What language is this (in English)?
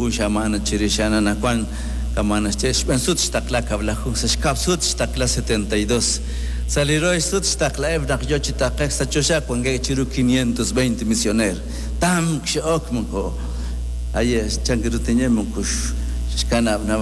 Kekchí